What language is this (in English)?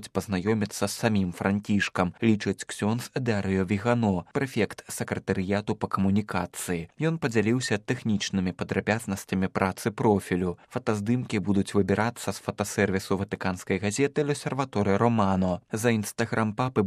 Belarusian